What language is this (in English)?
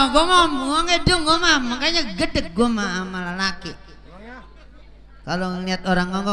Betawi